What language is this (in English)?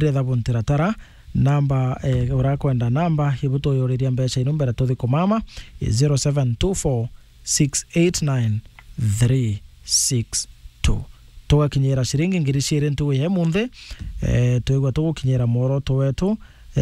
Meru